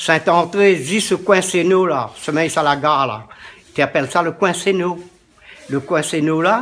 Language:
Réunion Creole French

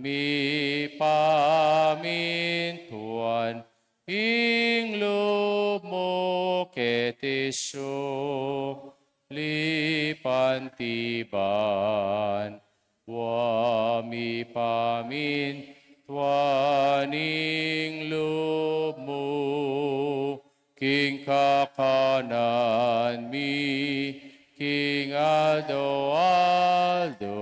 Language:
Pampanga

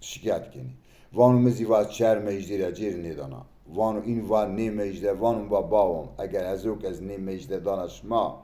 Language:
Zaza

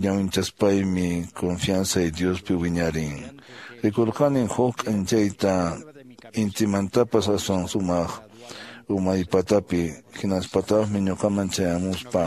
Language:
Quechua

